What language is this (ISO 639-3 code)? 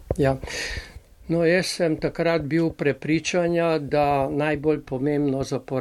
slv